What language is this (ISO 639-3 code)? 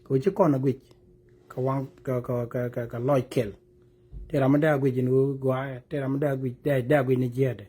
nus